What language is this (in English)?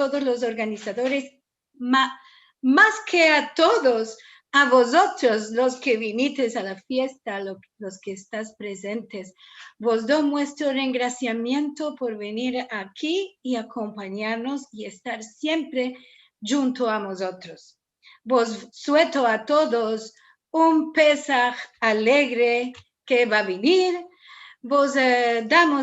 Ladino